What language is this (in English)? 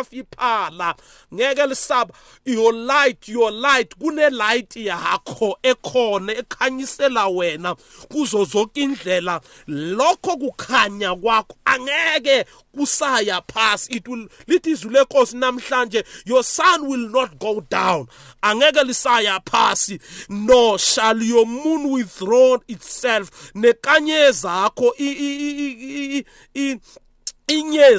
South Ndebele